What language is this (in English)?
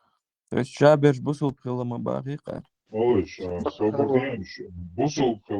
Chechen